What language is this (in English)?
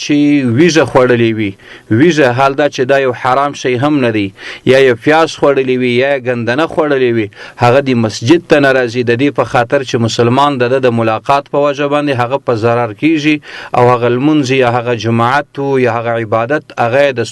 Pashto